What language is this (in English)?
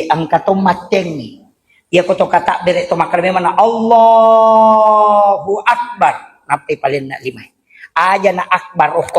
Buginese